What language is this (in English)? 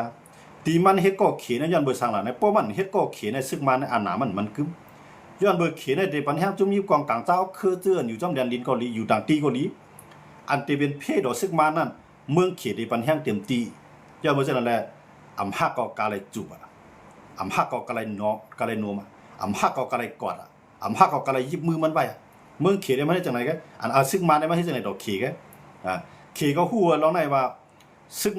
Shan